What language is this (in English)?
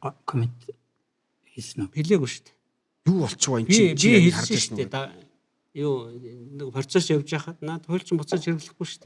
Mongolian